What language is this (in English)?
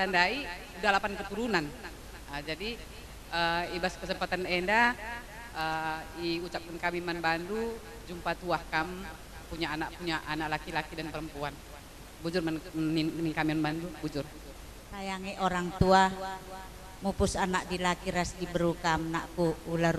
Batak Karo